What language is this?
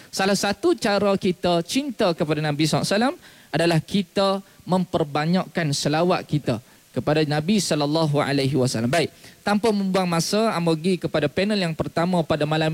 Malay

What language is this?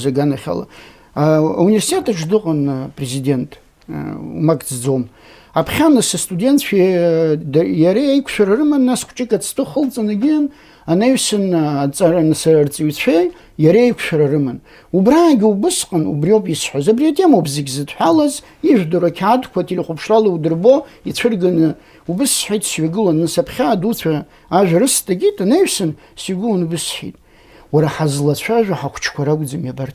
Abkhazian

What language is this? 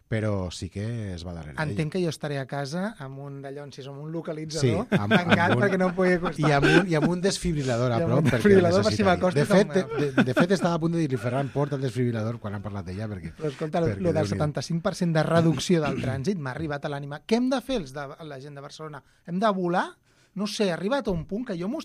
Catalan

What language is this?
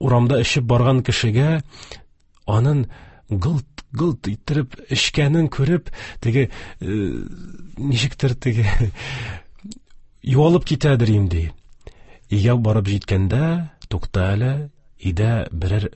Tatar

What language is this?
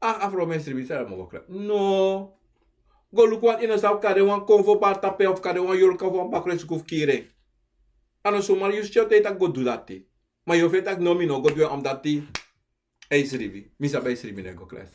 Sranan Tongo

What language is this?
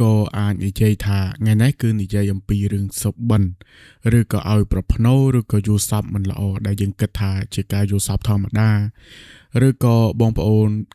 Khmer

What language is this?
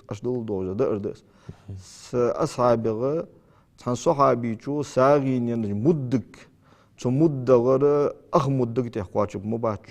Ingush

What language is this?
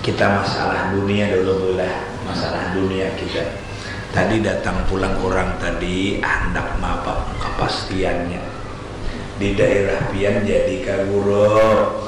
Banjar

